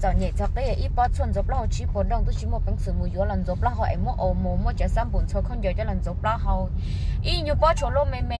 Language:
Hmong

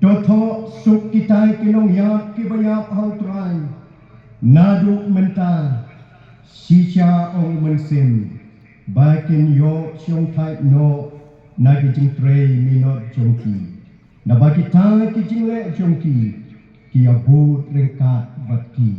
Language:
Khasi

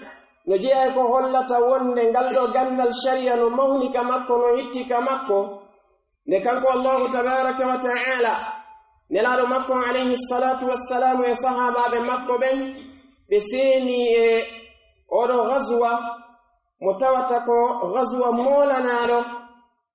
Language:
Pular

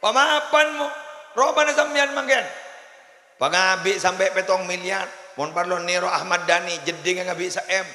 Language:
Madurese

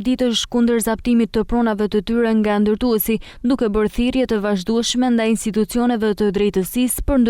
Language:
Albanian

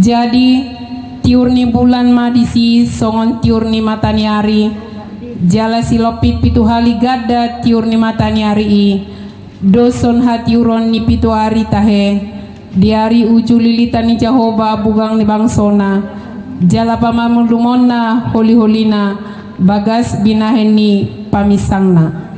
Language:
Batak Toba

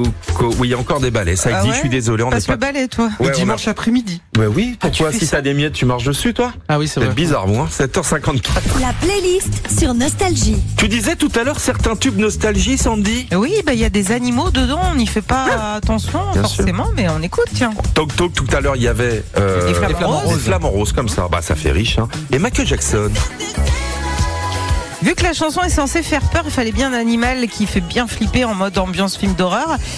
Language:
French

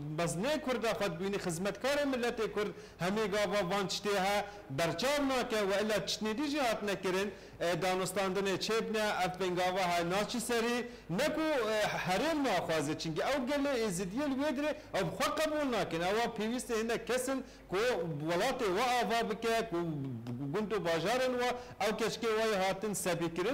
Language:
Kurdish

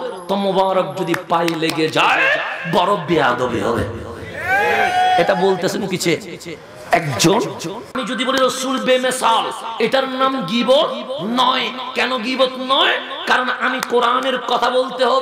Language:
Bangla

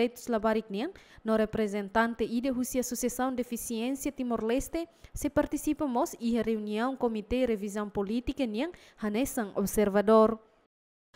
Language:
Tetum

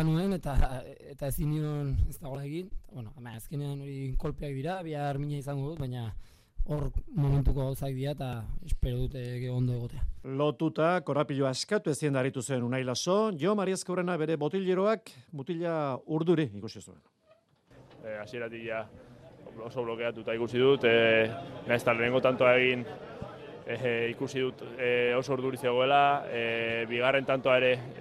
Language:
Basque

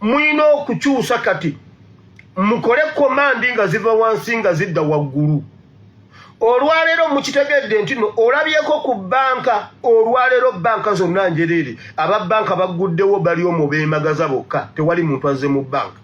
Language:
Ganda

